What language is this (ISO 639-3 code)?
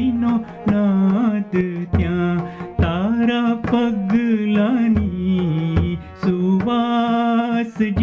guj